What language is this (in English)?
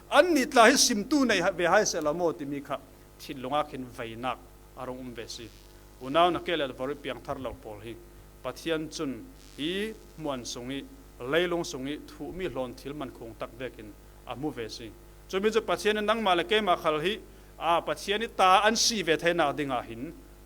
Falam Chin